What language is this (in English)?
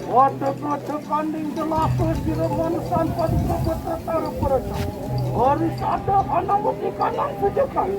Balinese